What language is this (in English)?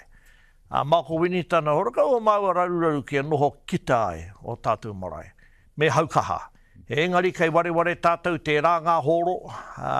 Māori